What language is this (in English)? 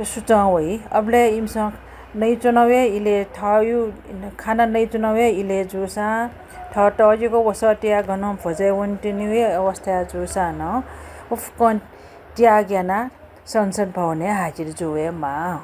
Newari